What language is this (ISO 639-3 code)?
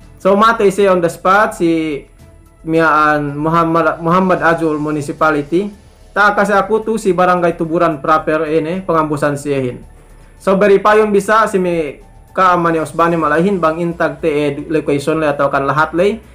yka